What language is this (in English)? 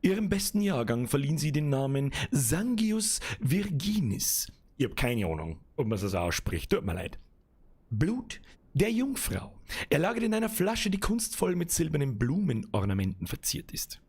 Bavarian